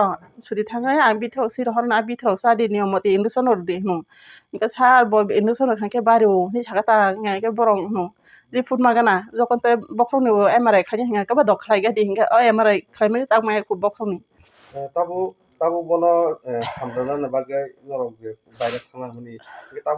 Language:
Kok Borok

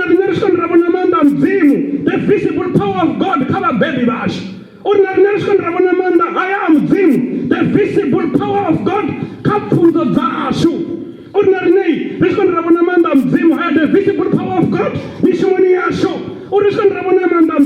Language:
Venda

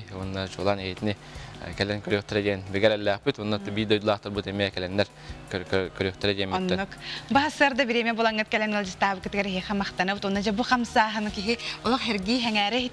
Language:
Yakut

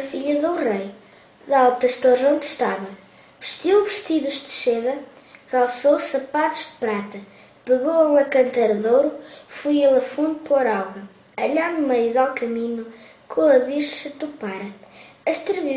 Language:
Mirandese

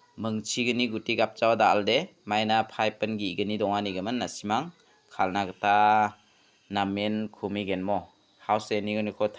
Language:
Garo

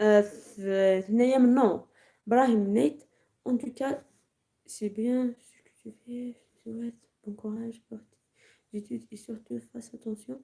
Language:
Algerian Arabic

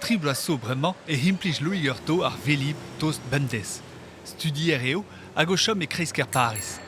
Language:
Breton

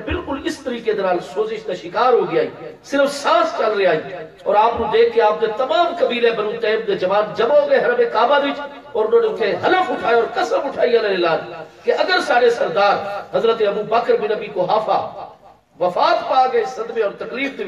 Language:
Saraiki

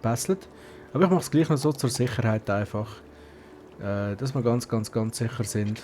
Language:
Swiss German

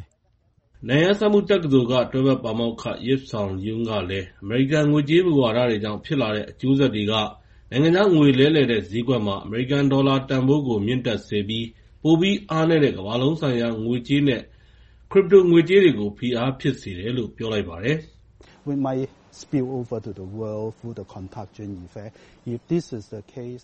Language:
Burmese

